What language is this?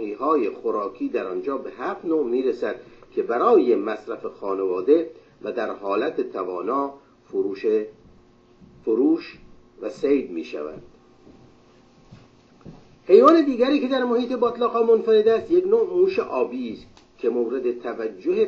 Persian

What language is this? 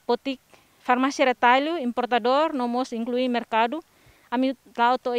Tetum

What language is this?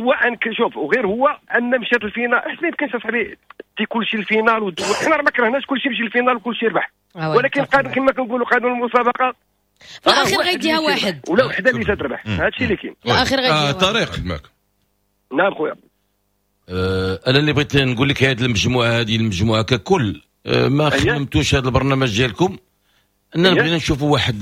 Moroccan Arabic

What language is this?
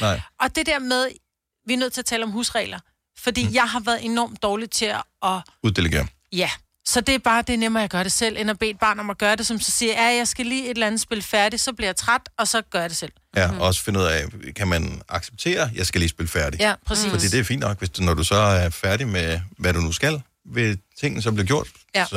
Danish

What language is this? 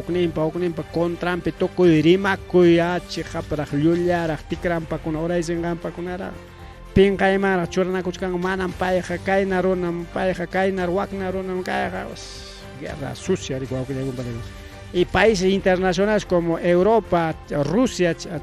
Ayacucho Quechua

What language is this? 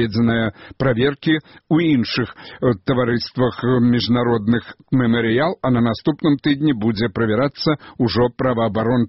Belarusian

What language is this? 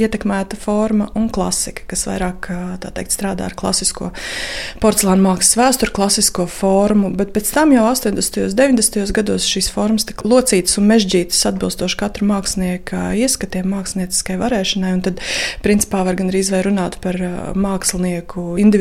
Latvian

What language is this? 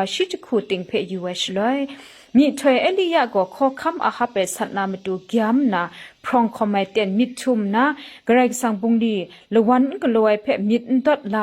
Kachin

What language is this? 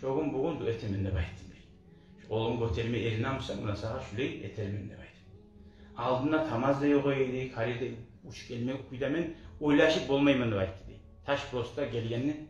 Kumyk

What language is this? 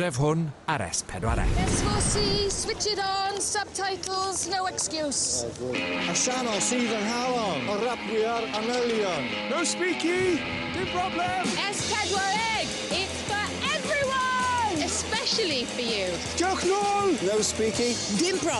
Welsh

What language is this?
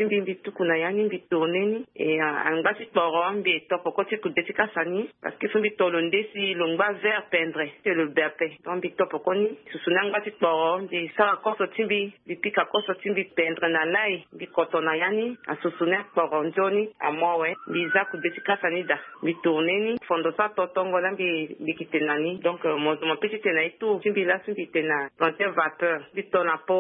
Sango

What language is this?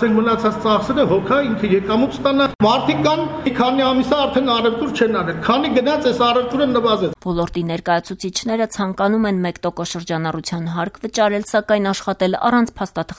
Armenian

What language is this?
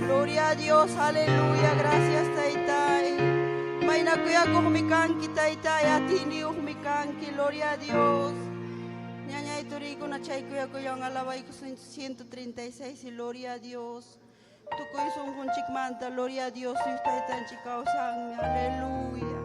Ayacucho Quechua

